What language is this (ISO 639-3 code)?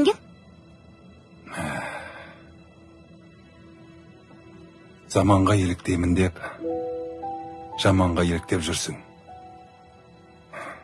kaz